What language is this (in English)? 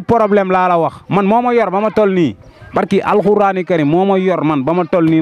Wolof